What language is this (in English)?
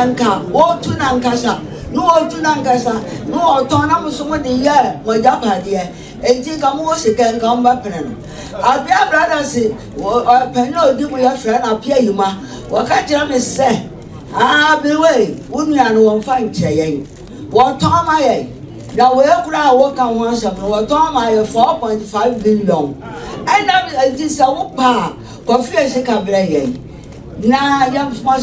Akan